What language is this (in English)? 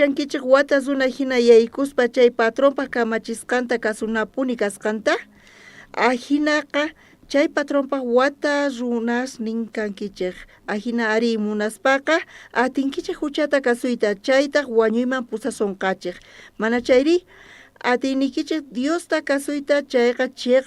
South Bolivian Quechua